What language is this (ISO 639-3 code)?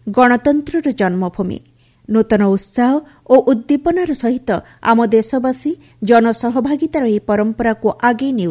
ori